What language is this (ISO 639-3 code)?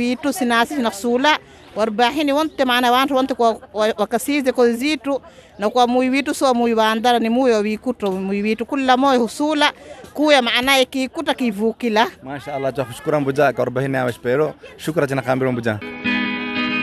swa